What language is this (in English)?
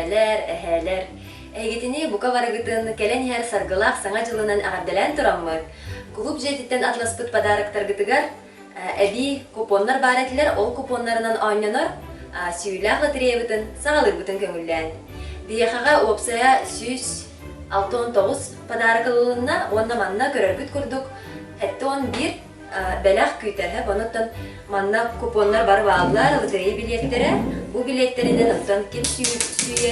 Yakut